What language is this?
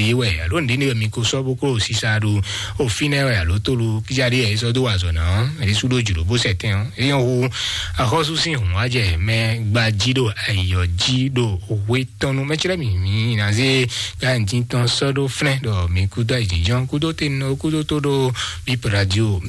Fon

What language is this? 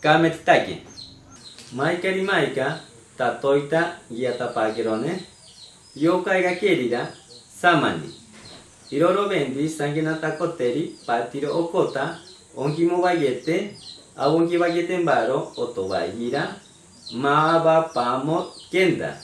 Machiguenga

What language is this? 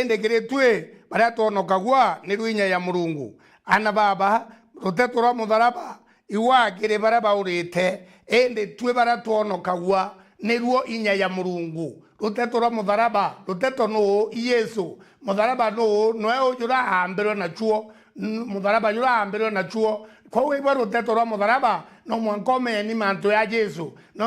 Meru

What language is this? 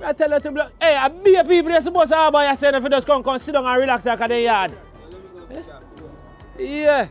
Jamaican Creole English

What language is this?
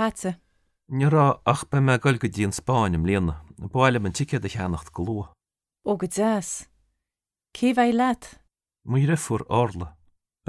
Irish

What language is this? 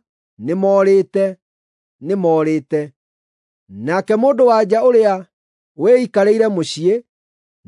Kikuyu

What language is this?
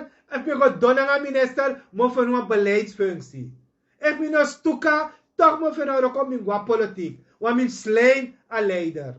Sranan Tongo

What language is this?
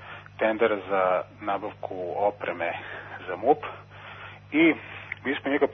Serbian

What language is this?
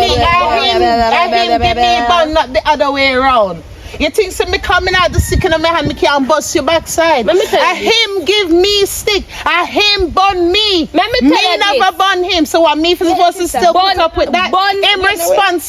Jamaican Creole English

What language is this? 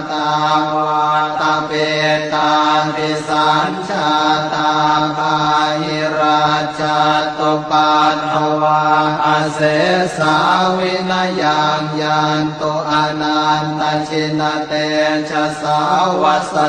Pali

